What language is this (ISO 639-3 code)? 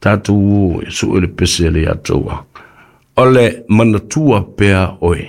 smo